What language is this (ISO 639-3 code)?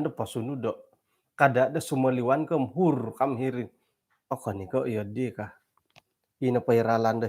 dtp